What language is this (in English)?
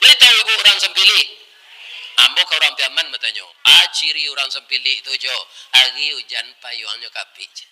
Minangkabau